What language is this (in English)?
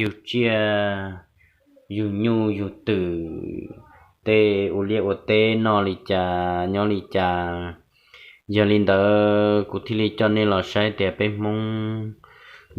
Hmong